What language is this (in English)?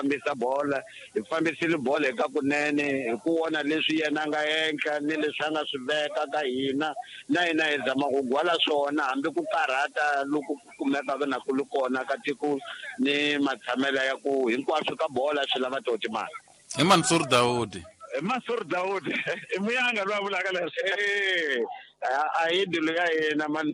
Tsonga